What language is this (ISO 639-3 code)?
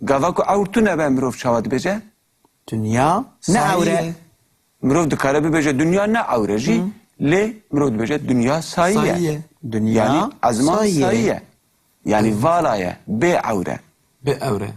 kur